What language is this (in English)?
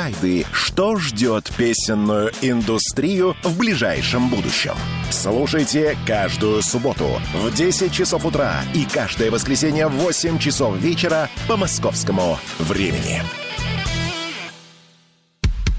Russian